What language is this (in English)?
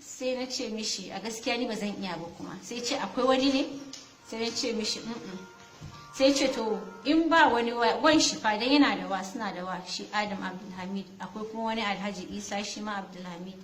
Hausa